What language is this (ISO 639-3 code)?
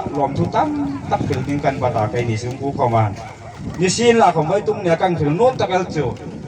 hmr